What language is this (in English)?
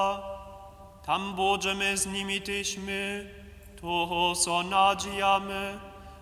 Upper Sorbian